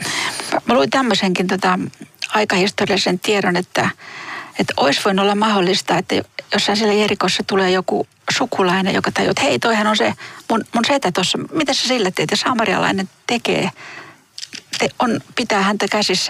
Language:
Finnish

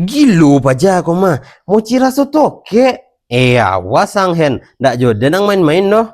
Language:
Minangkabau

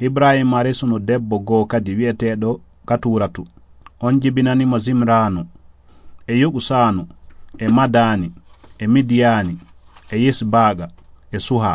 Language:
Fula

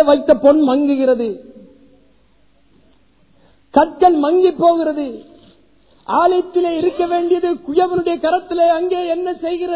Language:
Tamil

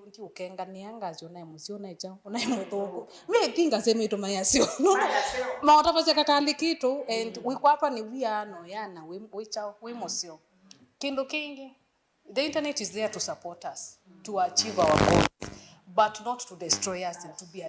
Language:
Kamba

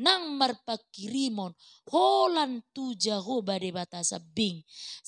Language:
Batak Toba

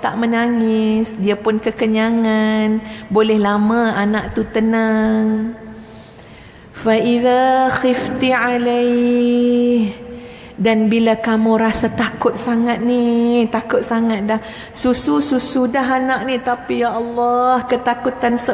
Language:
Malay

